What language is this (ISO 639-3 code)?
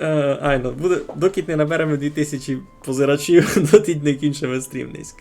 rue